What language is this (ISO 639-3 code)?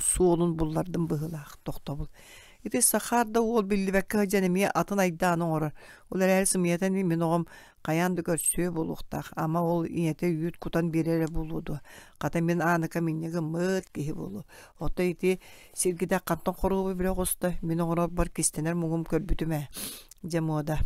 sah